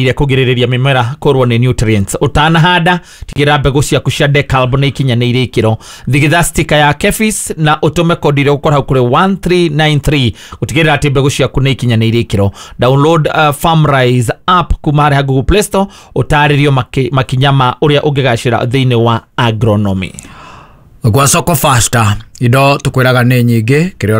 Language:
Kikuyu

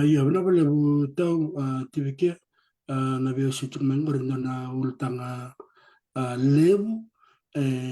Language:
Fijian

